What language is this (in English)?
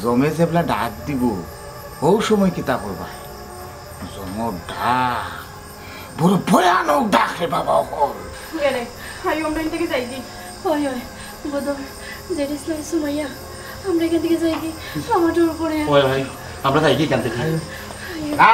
Sylheti